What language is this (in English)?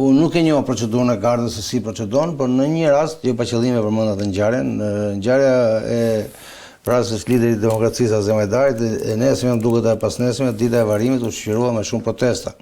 Albanian